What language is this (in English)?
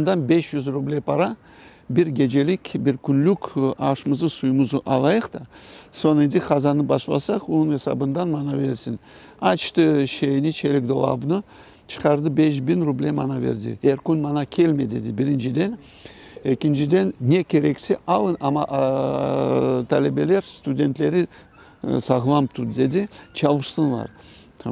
Crimean Tatar